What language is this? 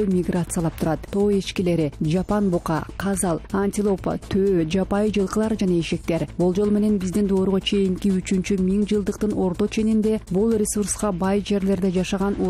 Kyrgyz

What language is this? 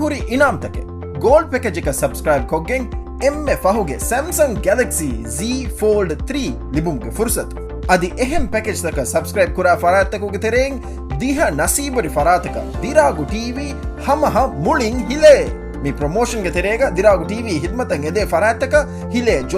Divehi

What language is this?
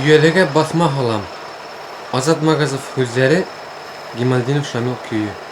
Bashkir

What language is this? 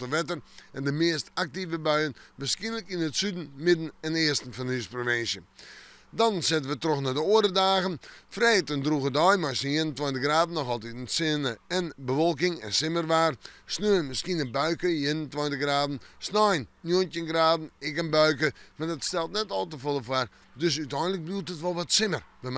Western Frisian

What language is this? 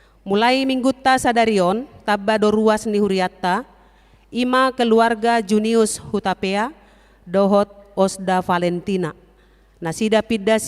Batak Toba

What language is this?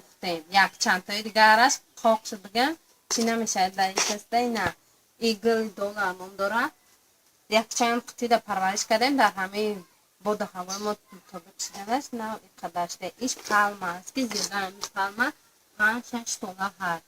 Tajik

